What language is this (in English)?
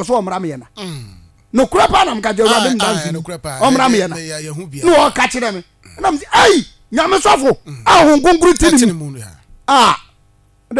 Akan